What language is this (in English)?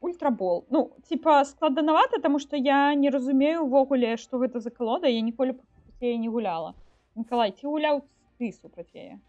Belarusian